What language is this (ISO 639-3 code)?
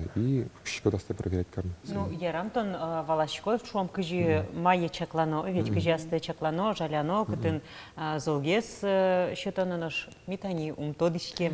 udm